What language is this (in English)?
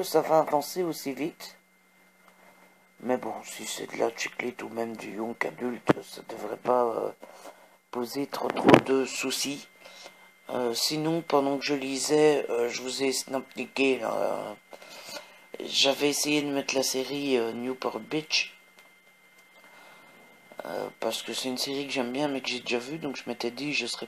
French